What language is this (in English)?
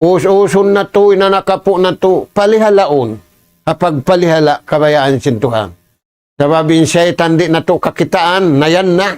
Tausug